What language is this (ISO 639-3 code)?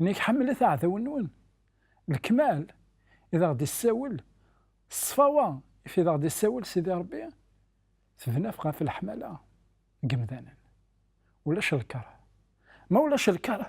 kab